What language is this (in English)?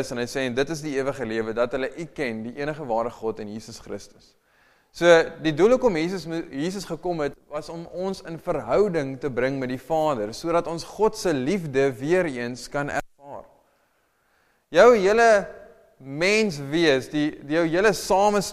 Afrikaans